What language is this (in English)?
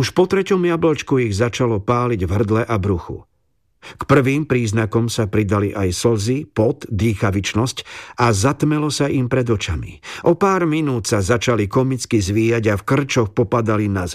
Slovak